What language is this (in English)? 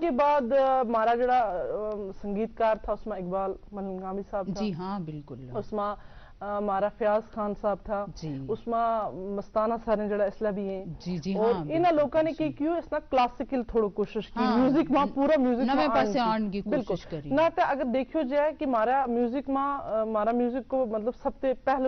Gujari